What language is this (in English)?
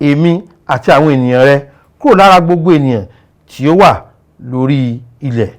Yoruba